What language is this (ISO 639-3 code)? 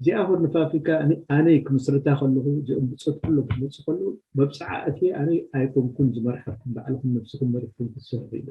tir